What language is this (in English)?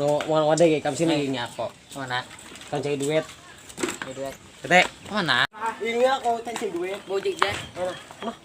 Banjar